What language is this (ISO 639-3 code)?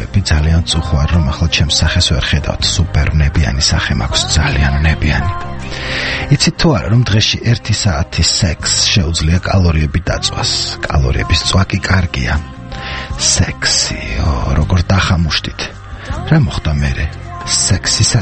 kat